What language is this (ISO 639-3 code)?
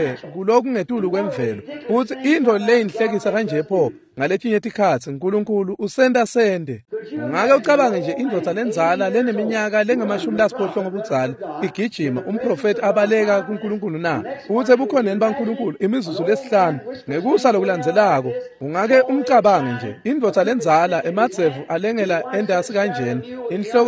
ssw